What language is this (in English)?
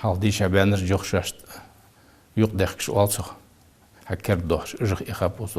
Ingush